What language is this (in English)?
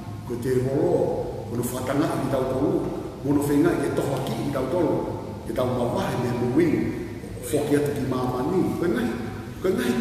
Tongan